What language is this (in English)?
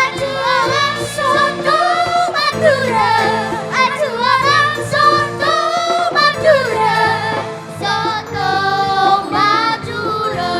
Madurese